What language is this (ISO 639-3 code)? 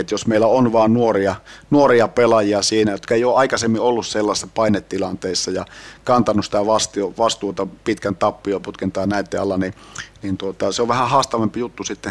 fin